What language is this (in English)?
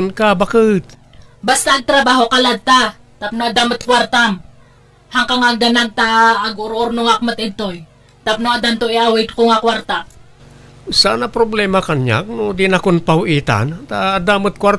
Iloko